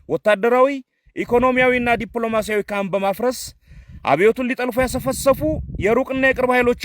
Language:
Amharic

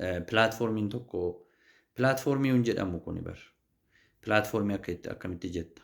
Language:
Oromo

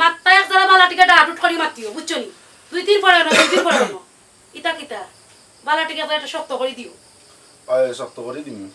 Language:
Sylheti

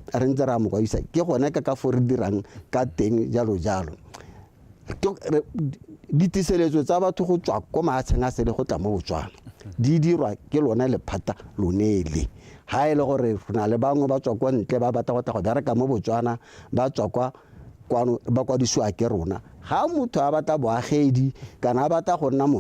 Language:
Tswana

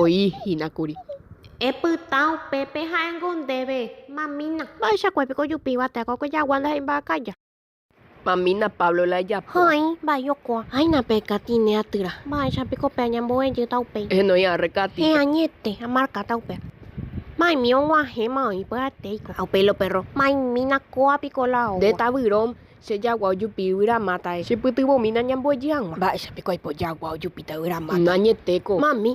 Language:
Guarani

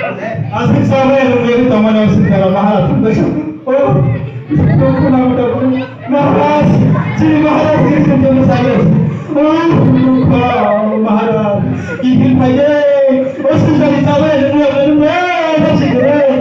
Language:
Kok Borok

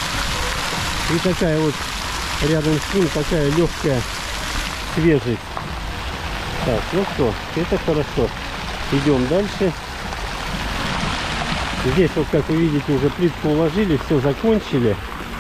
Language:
Russian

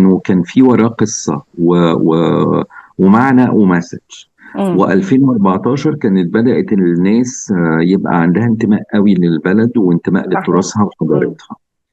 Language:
Egyptian Arabic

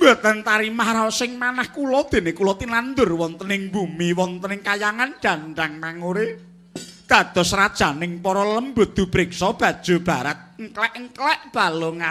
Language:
Javanese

